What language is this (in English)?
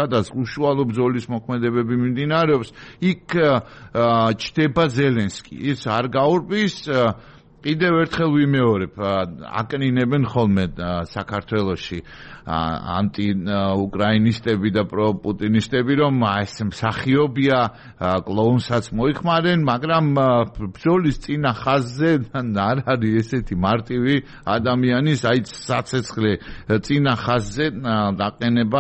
Georgian